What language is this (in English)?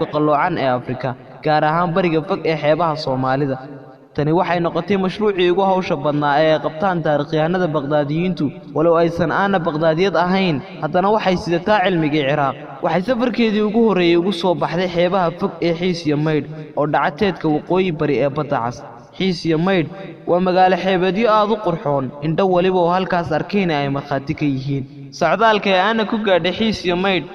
Somali